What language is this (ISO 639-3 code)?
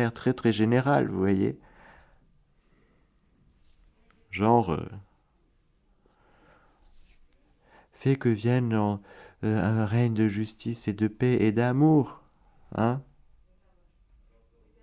fra